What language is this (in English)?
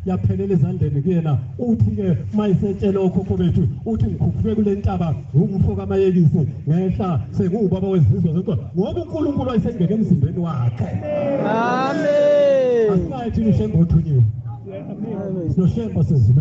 Zulu